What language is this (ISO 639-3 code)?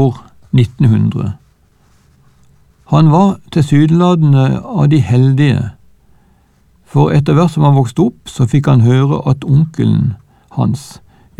nor